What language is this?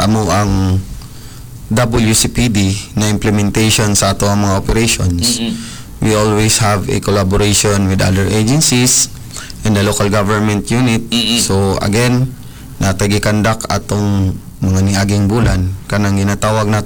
Cebuano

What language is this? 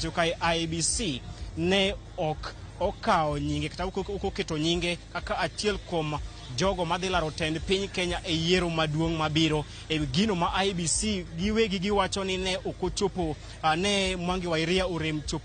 Luo (Kenya and Tanzania)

